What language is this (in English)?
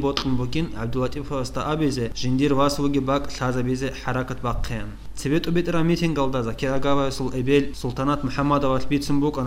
Avaric